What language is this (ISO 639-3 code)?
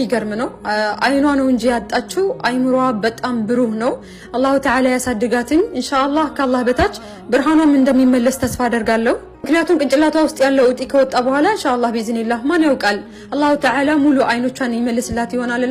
amh